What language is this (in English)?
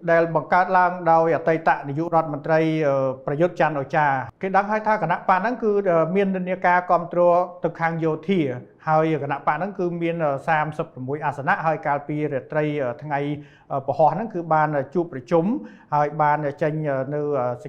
Khmer